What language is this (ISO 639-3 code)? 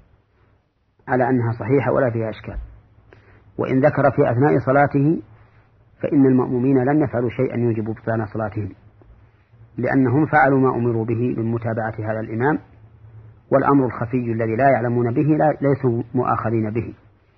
ara